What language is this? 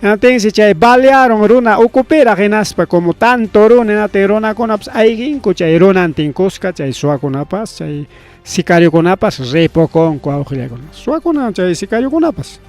Ayacucho Quechua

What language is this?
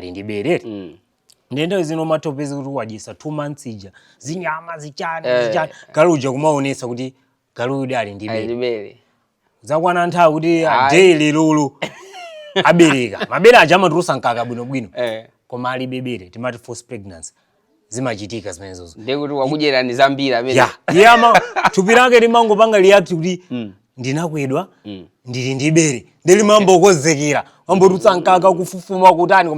Nyanja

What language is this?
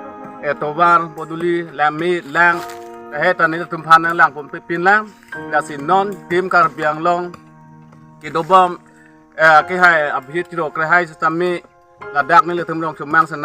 Karbi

